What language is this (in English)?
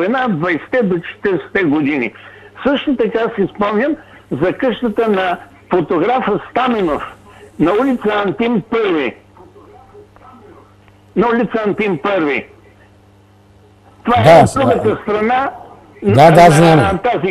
Bulgarian